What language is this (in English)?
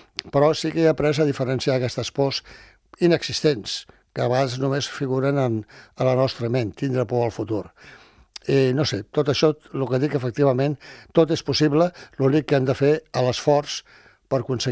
Catalan